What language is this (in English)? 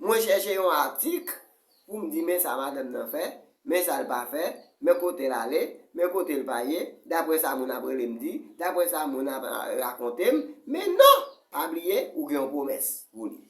Haitian Creole